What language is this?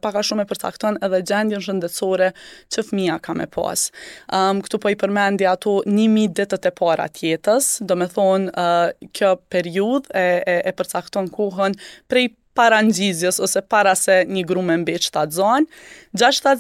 Albanian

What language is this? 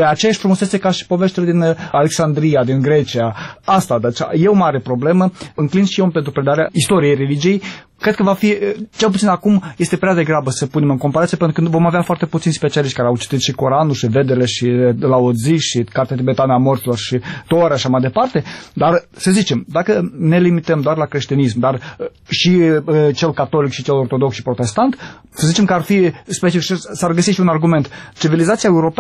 Romanian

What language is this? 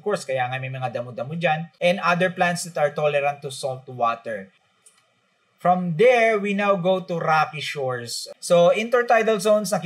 Filipino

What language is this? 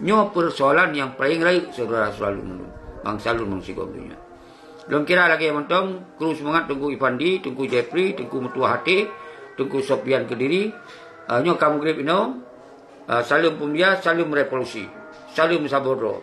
Achinese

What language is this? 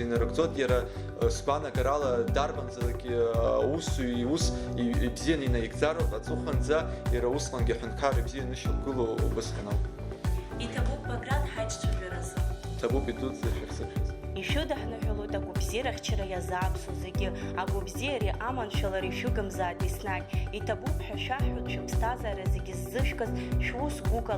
Abkhazian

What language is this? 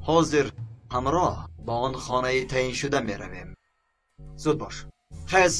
Tajik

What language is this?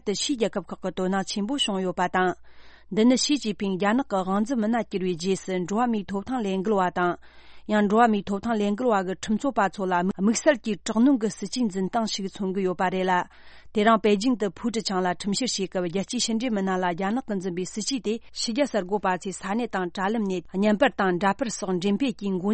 Tibetan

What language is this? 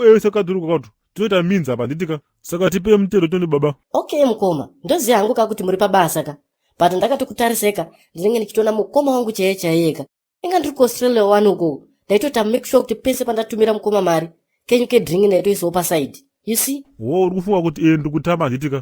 Shona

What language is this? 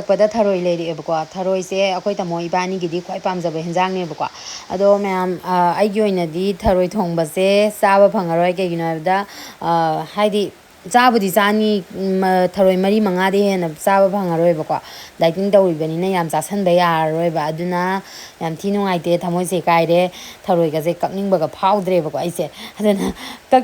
Manipuri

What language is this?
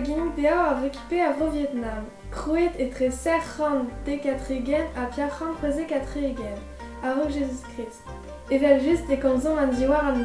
Breton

